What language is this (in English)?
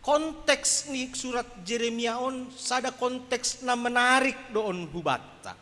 Batak Simalungun